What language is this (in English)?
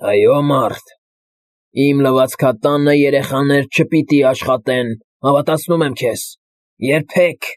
Armenian